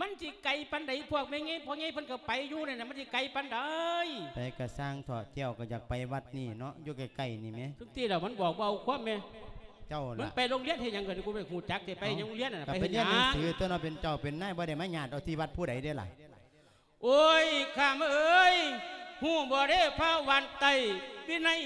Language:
Lao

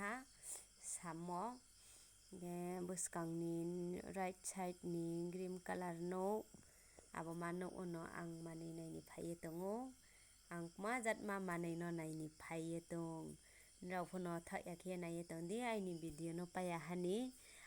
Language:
Riang (India)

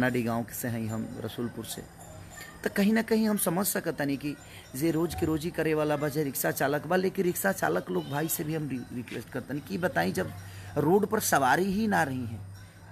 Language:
Bhojpuri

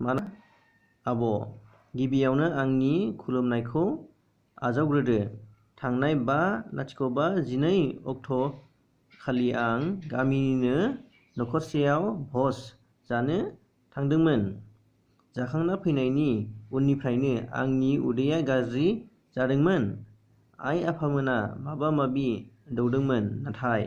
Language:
Bodo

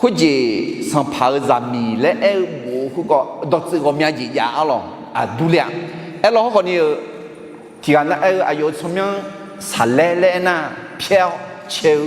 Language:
Akha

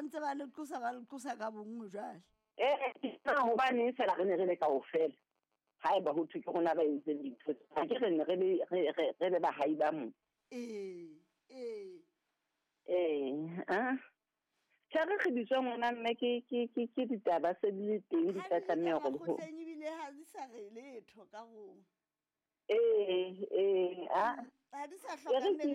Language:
Southern Sotho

